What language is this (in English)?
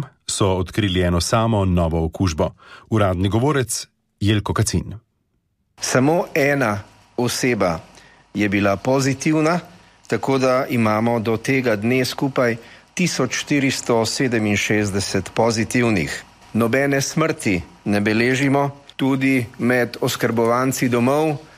Slovenian